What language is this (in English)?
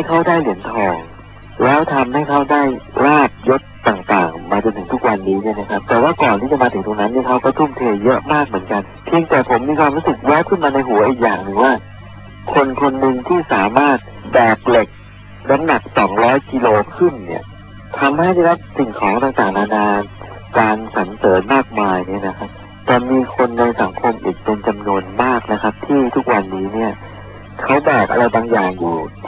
Thai